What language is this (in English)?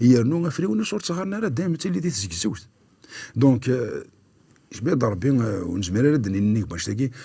Kabyle